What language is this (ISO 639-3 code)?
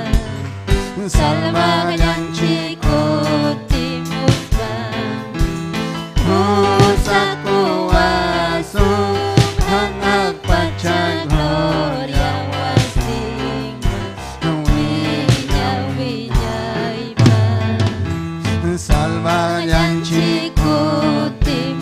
quy